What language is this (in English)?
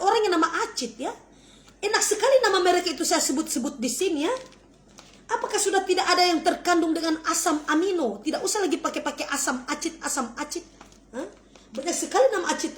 Manado Malay